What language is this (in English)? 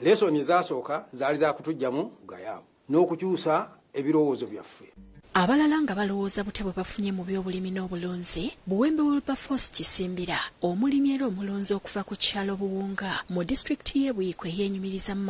Ganda